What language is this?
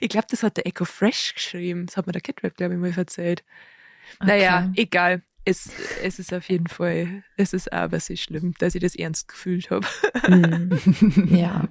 Bavarian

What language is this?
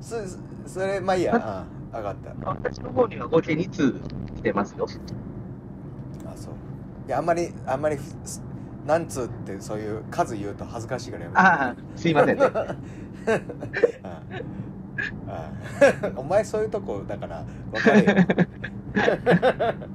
Japanese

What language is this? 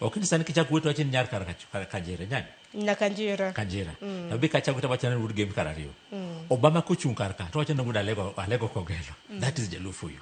Luo (Kenya and Tanzania)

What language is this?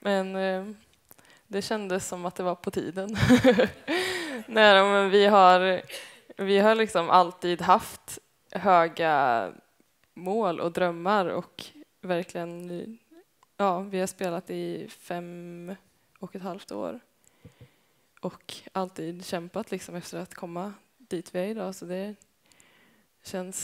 Swedish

